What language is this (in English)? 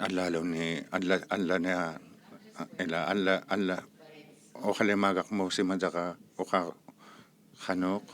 Inuktitut